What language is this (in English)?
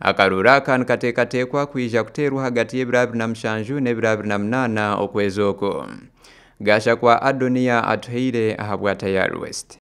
Nyankole